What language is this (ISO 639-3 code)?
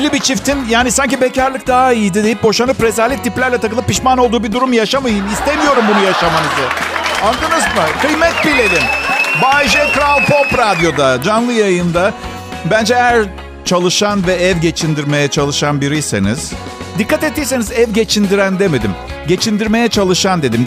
tur